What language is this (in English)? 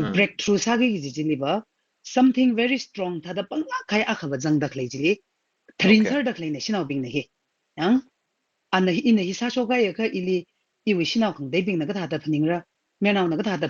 Tangkhul Naga (India)